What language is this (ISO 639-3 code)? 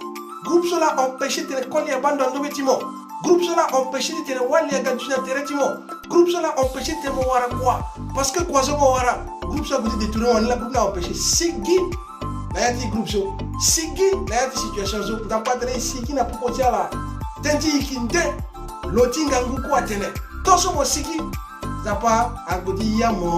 sag